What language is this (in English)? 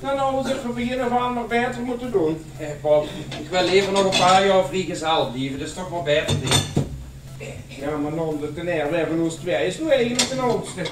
Limburgish